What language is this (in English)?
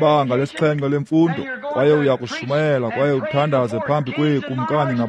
Xhosa